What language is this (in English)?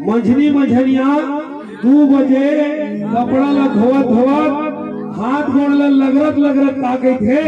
Chhattisgarhi